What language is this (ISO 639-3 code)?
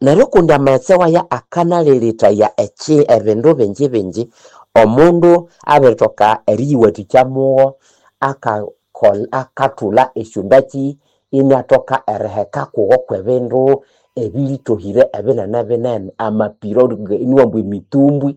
nnb